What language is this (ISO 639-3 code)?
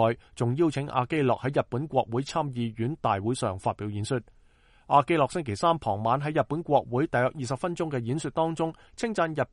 yue